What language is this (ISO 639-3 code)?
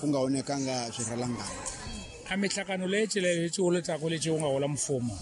tso